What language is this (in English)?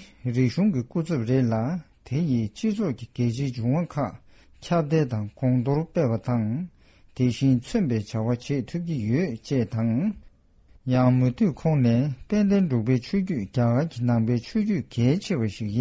Tibetan